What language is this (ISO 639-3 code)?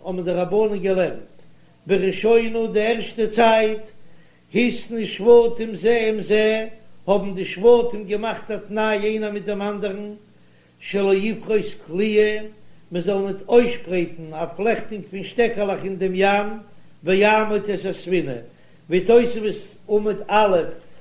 yid